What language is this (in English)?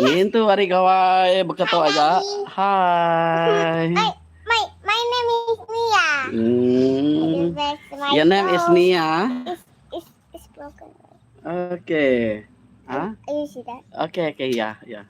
Iban